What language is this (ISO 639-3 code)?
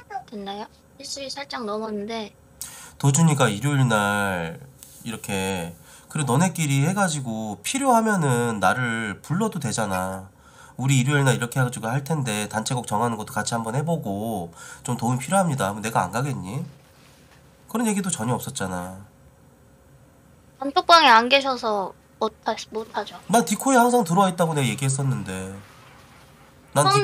kor